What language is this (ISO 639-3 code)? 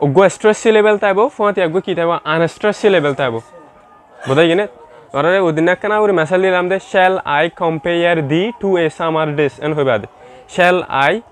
rhg